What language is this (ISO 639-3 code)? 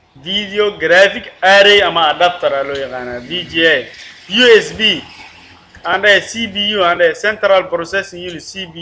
som